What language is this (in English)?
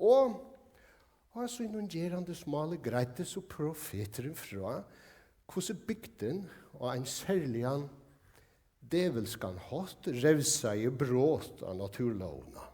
Faroese